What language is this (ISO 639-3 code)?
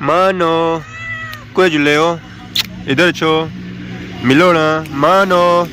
phr